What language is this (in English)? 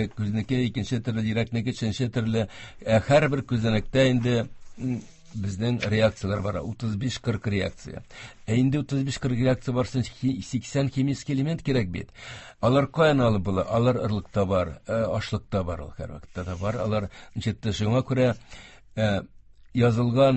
Tatar